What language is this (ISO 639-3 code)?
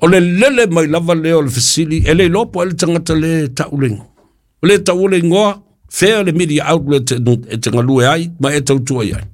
smo